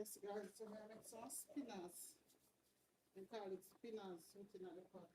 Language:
Jamaican Creole English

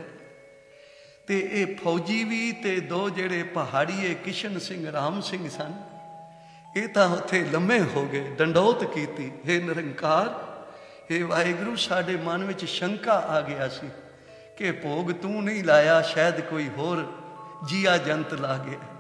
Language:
Punjabi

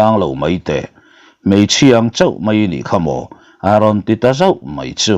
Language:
Mizo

